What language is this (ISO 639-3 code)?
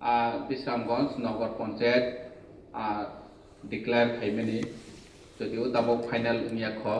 trp